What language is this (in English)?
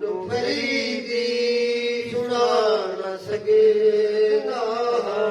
Saraiki